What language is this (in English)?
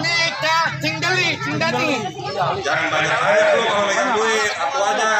Betawi